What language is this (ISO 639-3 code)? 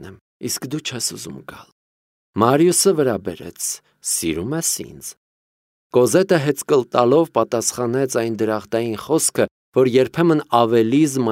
hye